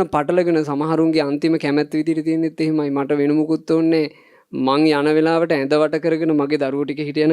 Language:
Sinhala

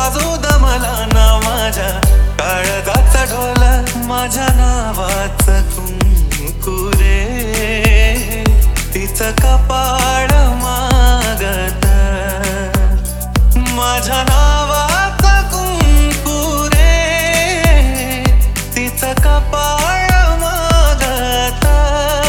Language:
Marathi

